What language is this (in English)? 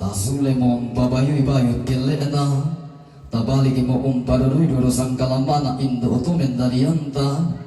Toraja-Sa'dan